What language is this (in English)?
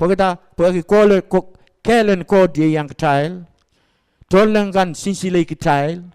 Pohnpeian